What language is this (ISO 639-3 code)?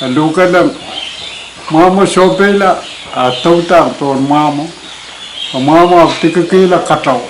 pon